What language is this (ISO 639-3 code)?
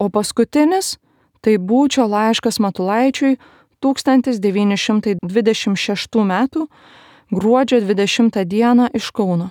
lit